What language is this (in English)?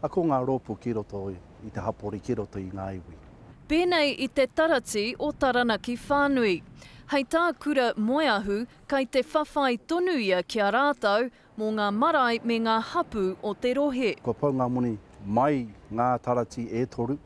Māori